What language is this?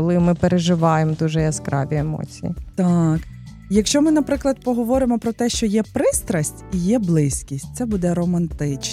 Ukrainian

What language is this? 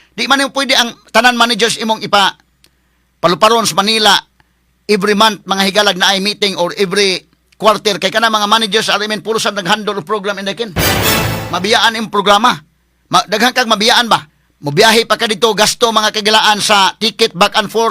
Cebuano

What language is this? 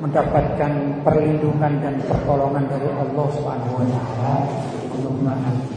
Javanese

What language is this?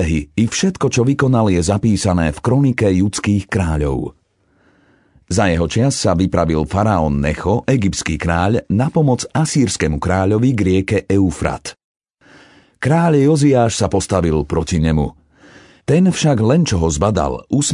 Slovak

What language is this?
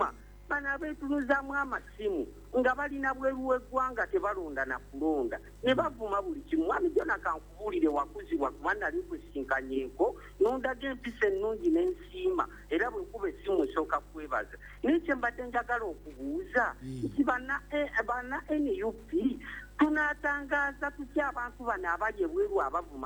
Ganda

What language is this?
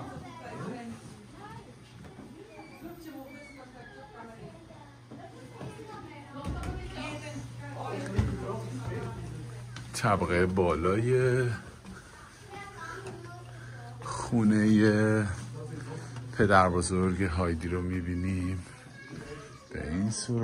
Persian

